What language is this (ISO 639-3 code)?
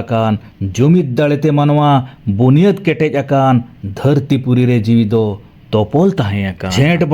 sat